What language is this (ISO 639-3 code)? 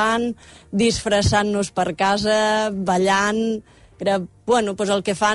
cat